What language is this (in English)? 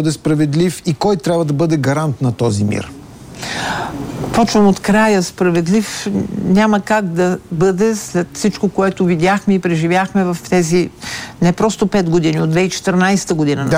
Bulgarian